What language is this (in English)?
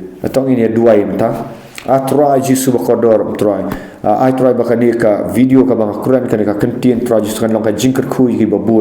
Khasi